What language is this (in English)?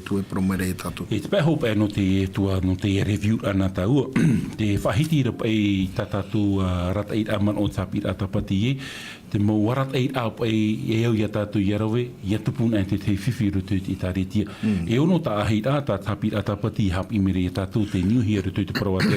Tahitian